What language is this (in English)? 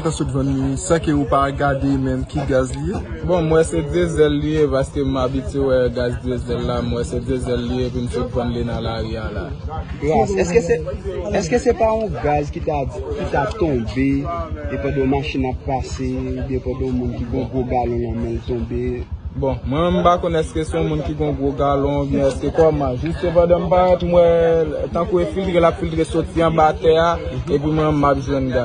Haitian Creole